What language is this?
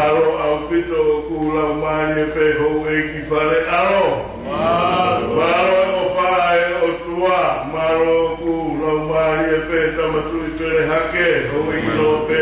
Tongan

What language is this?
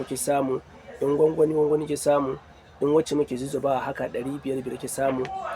Hausa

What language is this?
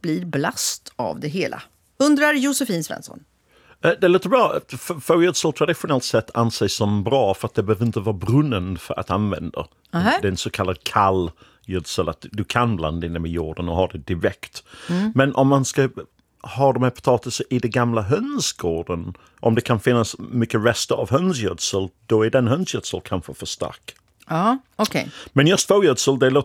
Swedish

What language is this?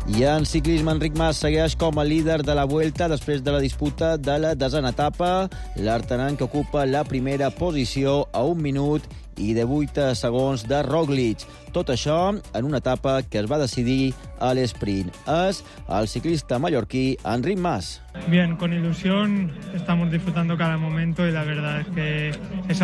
Catalan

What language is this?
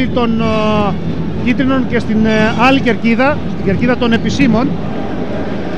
Greek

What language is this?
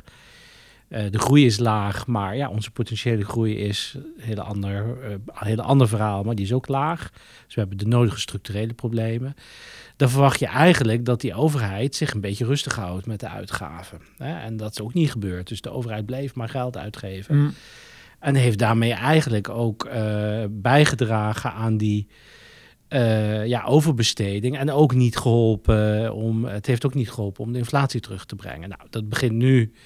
Dutch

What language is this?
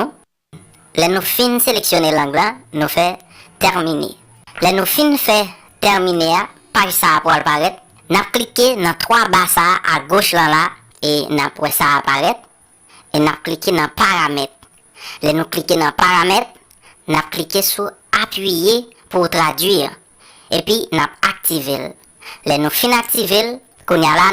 Haitian Creole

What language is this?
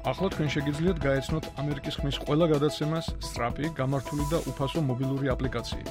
Georgian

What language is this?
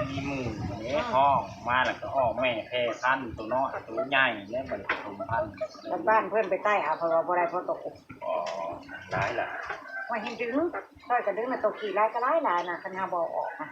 Northeastern Thai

